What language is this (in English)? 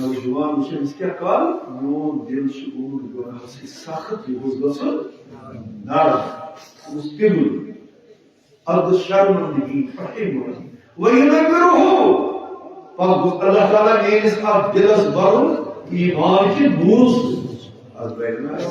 Kashmiri